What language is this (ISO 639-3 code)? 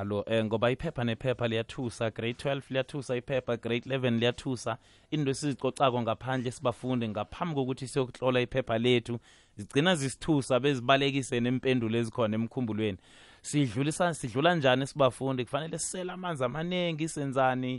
nbl